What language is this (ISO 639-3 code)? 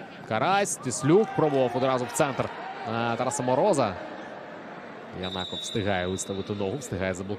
ukr